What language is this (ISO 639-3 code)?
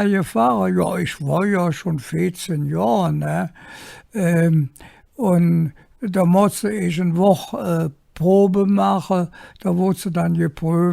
ksh